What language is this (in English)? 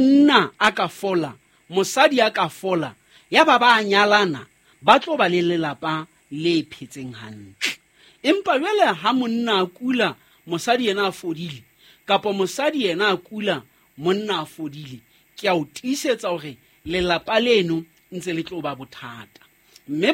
Southern Sotho